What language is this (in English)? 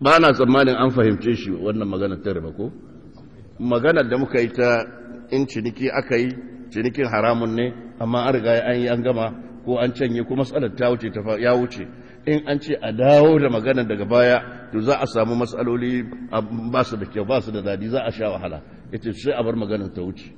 Hausa